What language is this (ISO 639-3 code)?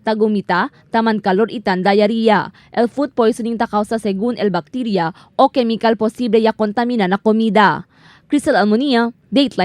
cbk